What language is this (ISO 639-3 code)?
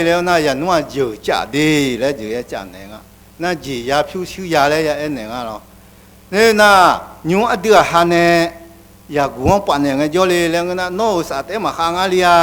ahk